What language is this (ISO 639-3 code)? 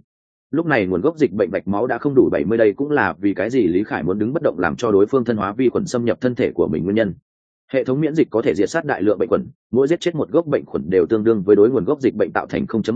vie